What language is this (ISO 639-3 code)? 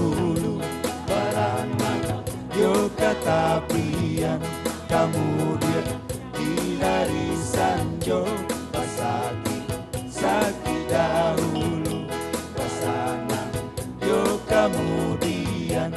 min